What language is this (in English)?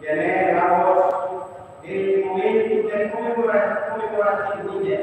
Tetum